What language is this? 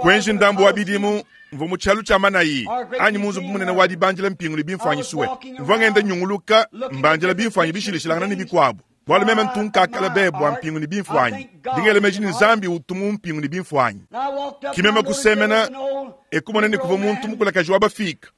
Luba-Lulua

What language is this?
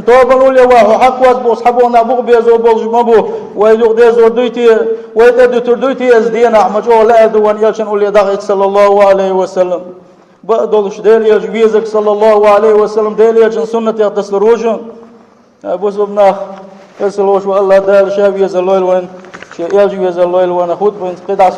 Chechen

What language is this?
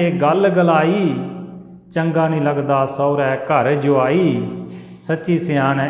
Dogri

